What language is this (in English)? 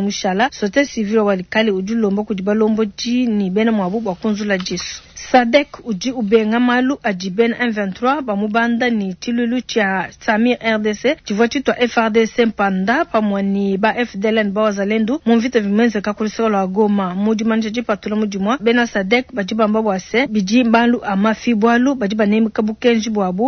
Luba-Lulua